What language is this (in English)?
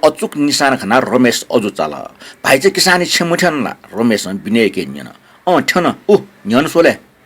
Newari